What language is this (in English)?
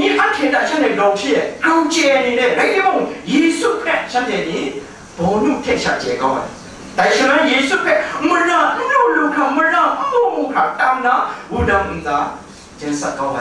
Kachin